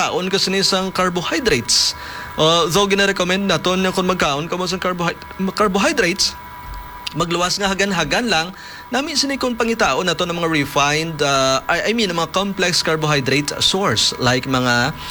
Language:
Hiligaynon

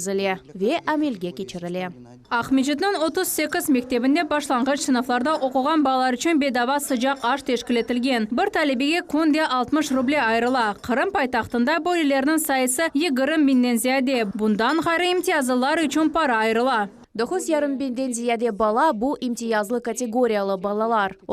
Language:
Crimean Tatar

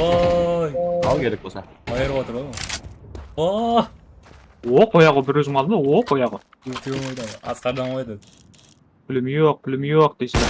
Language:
Kara-Kalpak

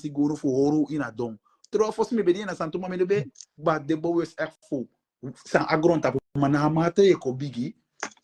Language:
Sranan Tongo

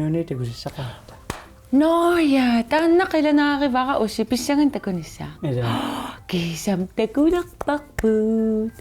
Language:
Kalaallisut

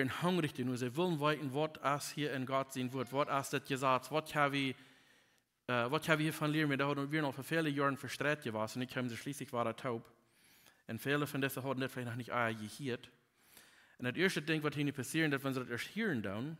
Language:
Plautdietsch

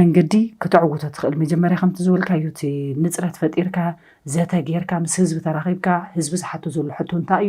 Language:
Tigrinya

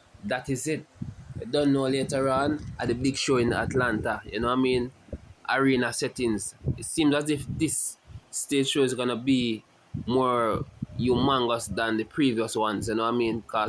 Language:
Jamaican Creole English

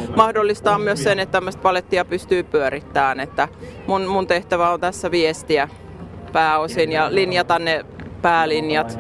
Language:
Finnish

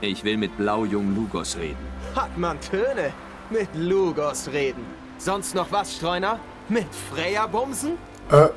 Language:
Swiss German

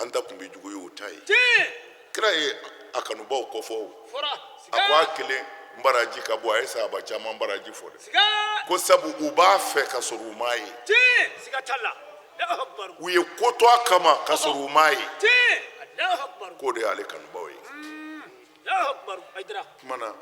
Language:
Bambara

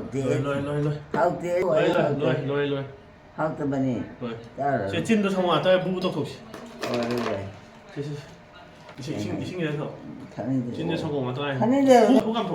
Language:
Manipuri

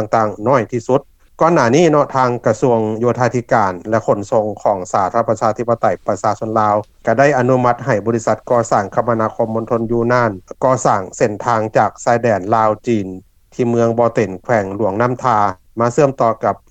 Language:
Lao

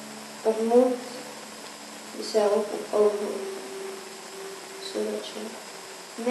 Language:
Dutch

